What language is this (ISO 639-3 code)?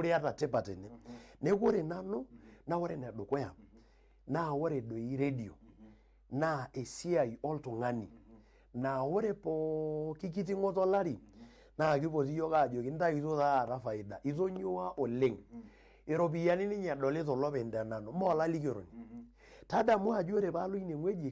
mas